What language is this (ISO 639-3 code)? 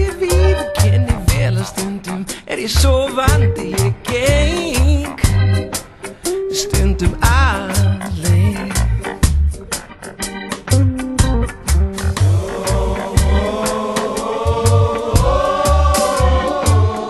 isl